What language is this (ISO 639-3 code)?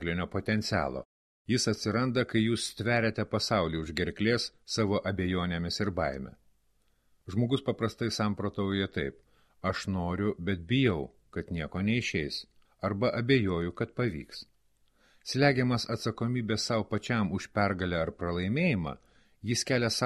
lit